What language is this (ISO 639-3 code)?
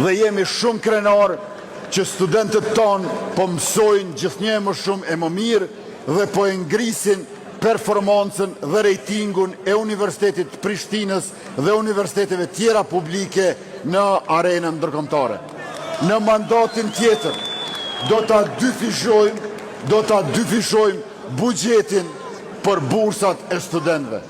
sqi